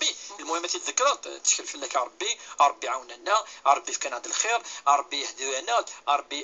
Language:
Kabyle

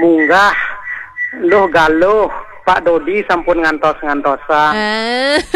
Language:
Balinese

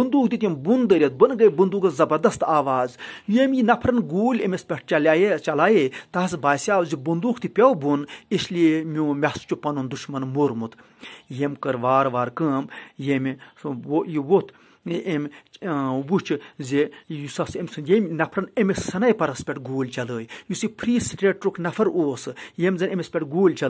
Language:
Kashmiri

